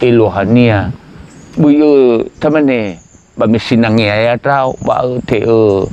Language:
Nias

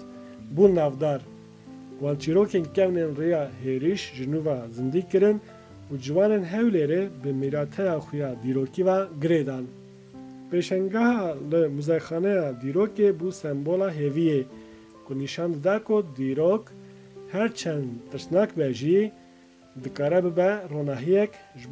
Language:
Kurdish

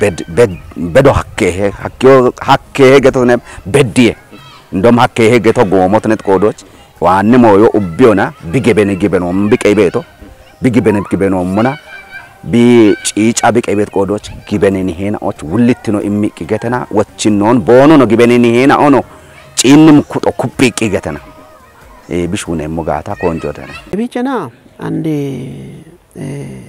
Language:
Kafa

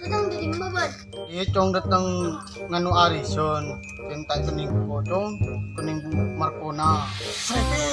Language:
Madurese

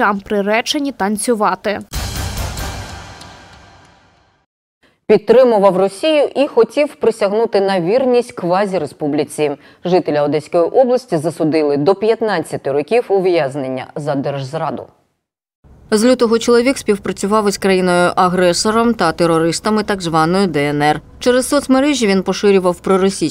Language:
Ukrainian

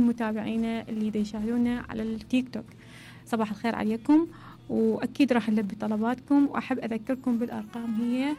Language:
Mesopotamian Arabic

